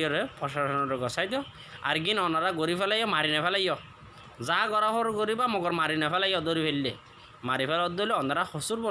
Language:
Rohingya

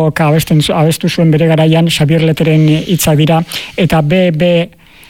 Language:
Basque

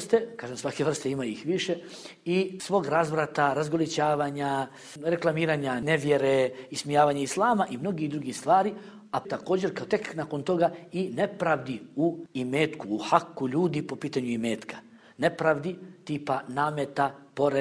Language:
Bosnian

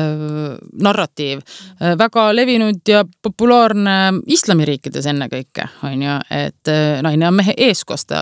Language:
Estonian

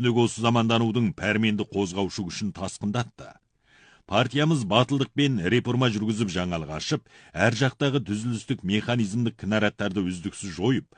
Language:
Kazakh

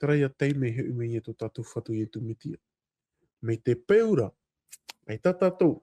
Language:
Tahitian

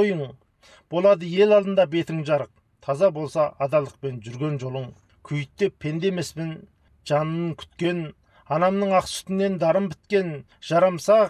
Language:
Kazakh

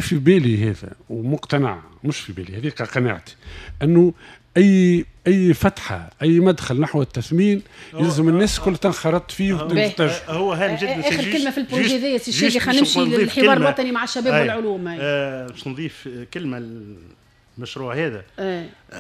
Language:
Tunisian Arabic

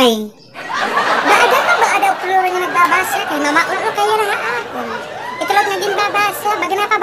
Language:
Waray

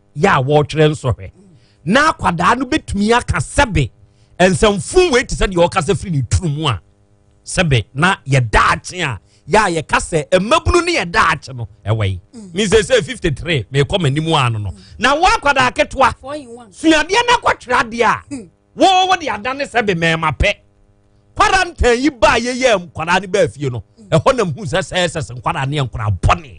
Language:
Akan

